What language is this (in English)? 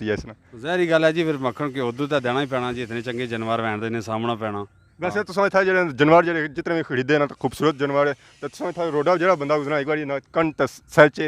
Pahari-Potwari